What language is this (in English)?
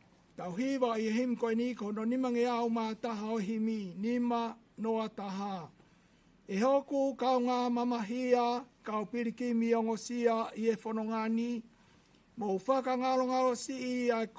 Tongan